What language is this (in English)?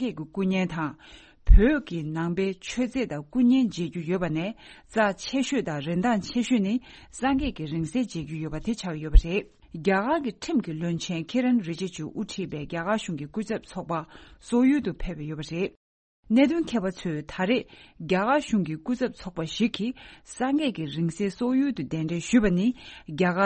Tibetan